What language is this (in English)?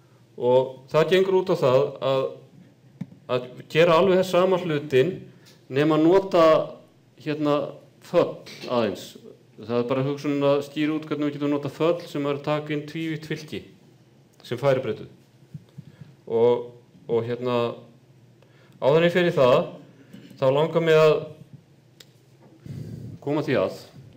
Icelandic